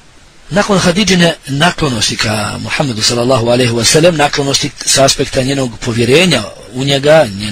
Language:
Bosnian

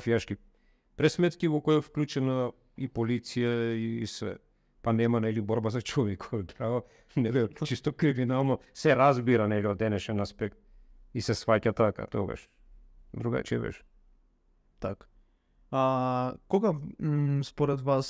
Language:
Macedonian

